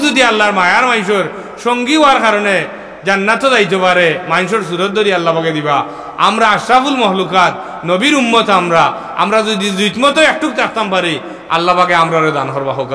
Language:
Sylheti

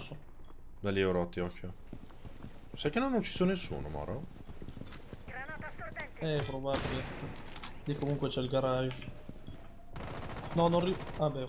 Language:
Italian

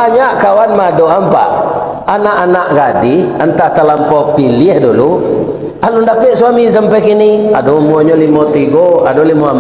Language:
Minangkabau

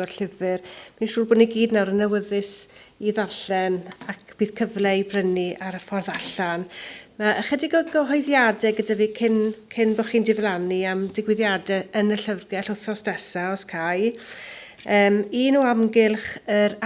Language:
Welsh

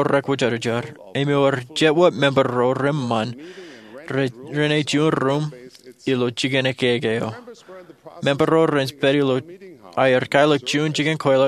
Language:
Marshallese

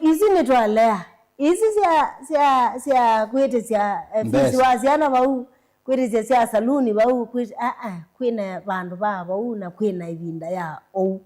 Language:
Kamba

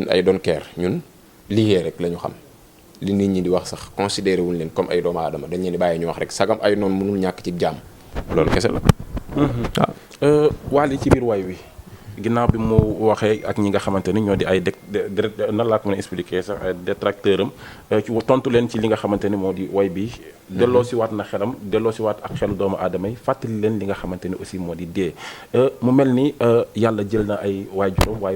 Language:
Wolof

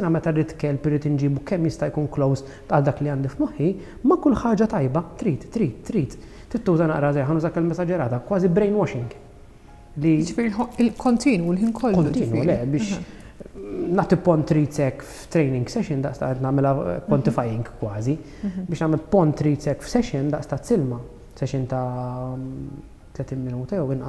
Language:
Maltese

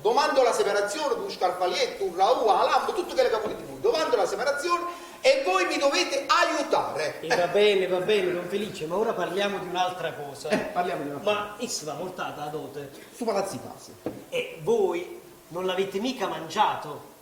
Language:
Neapolitan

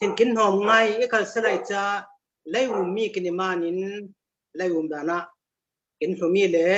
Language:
Falam Chin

